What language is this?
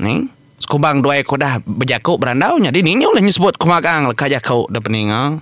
Iban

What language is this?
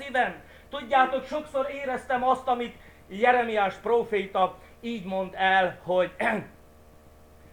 Hungarian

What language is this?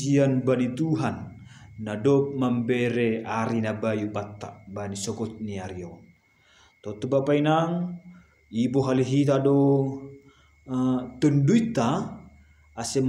Batak Simalungun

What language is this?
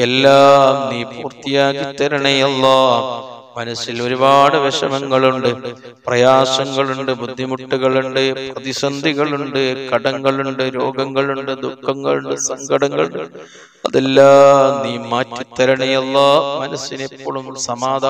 Malayalam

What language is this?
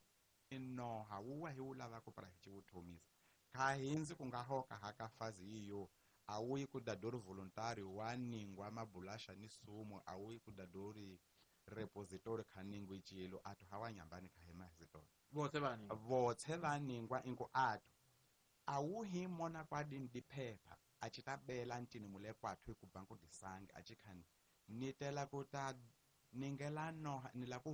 Tsonga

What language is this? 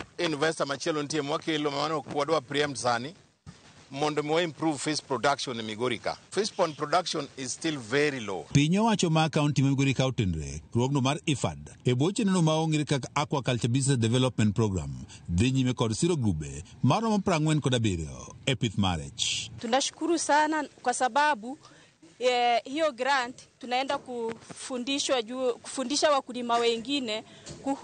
Luo (Kenya and Tanzania)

